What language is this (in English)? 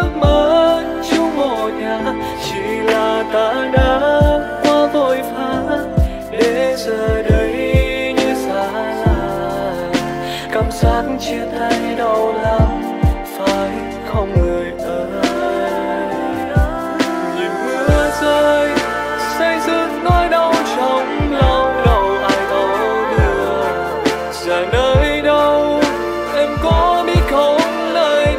Vietnamese